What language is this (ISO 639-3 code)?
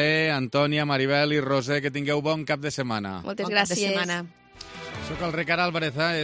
cat